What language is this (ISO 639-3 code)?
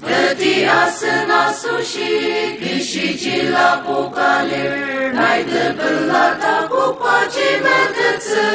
njo